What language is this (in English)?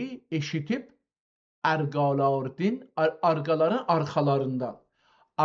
South Azerbaijani